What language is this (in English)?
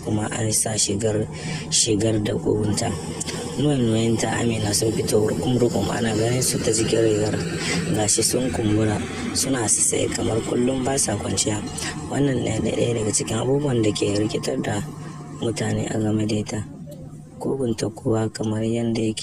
Hausa